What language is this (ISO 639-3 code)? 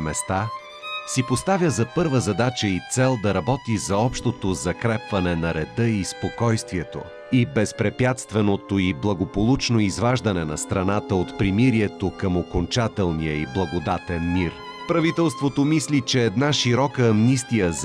bul